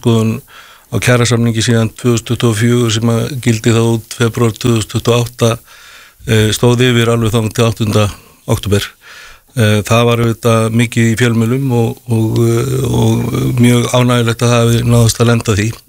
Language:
Icelandic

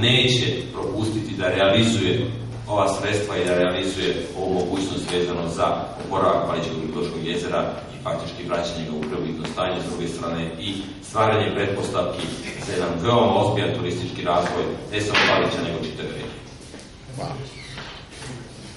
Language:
Serbian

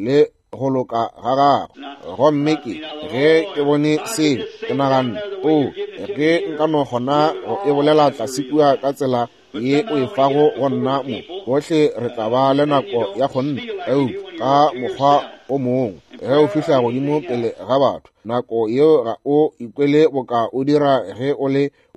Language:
Northern Sotho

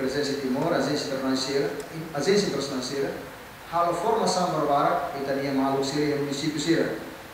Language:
Tetum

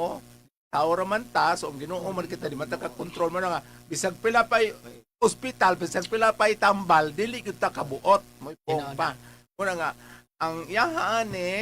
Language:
Cebuano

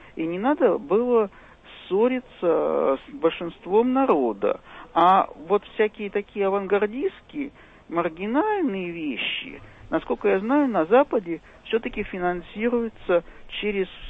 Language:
Russian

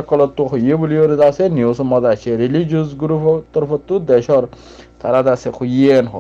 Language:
Rohingya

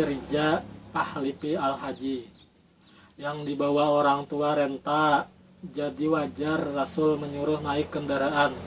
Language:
Banjar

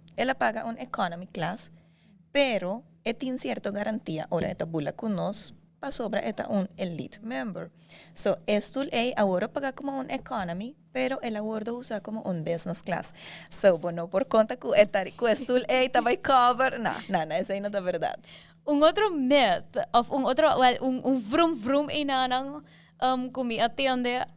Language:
Papiamento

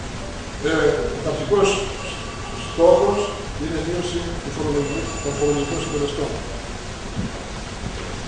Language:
Greek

